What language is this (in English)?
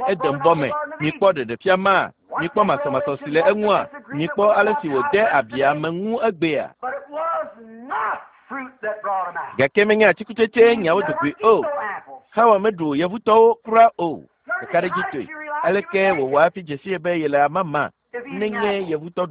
Ewe